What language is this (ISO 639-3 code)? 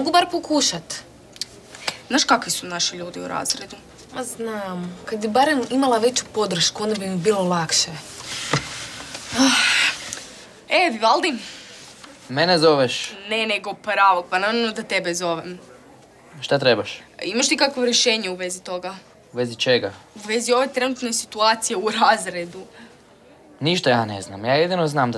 hrv